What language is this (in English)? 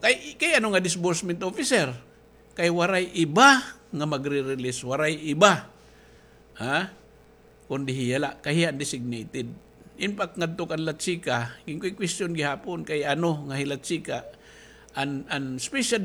Waray